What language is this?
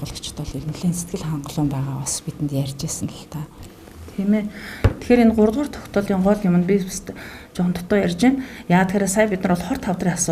Mongolian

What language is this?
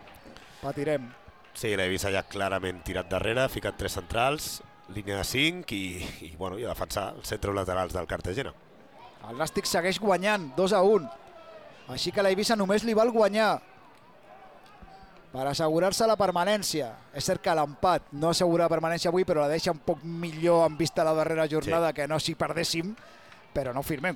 Catalan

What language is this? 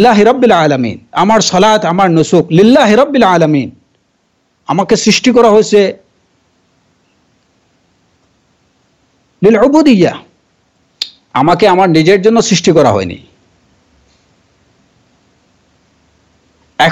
Bangla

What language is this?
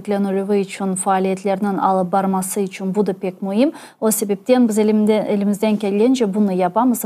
Crimean Tatar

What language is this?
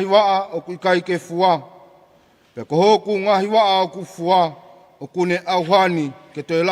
Tongan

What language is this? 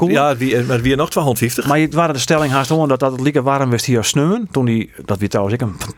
Western Frisian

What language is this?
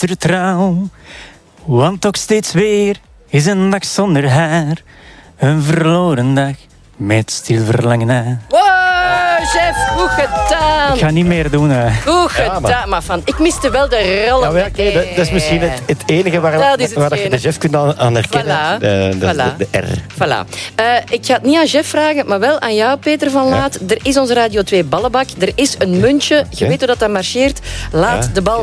Dutch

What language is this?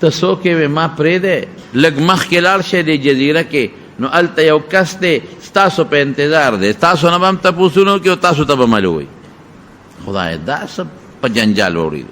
Pashto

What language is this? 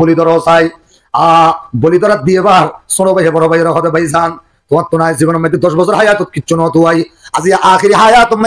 Rohingya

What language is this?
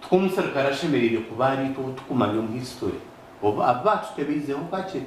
Nyankole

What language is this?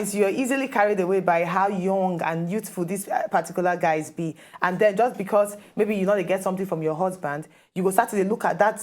Nigerian Pidgin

